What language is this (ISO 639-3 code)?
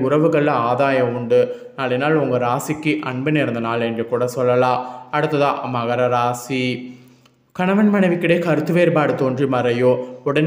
tam